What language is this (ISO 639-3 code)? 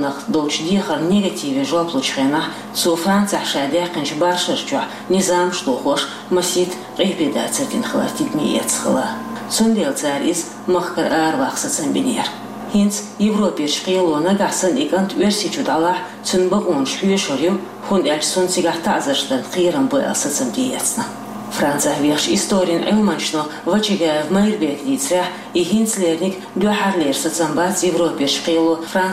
che